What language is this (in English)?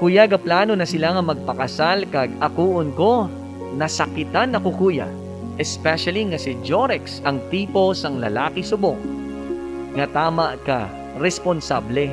Hiligaynon